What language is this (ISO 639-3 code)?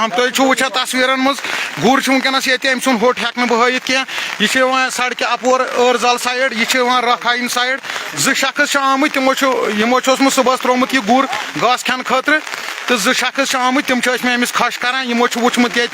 kas